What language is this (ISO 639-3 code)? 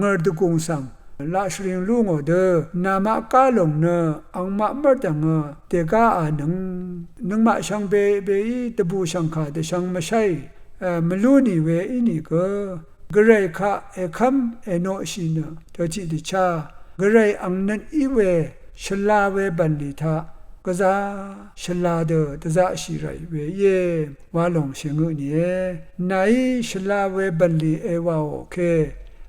raw